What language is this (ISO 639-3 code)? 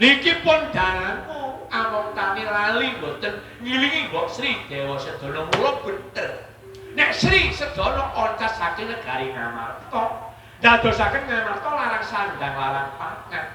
jav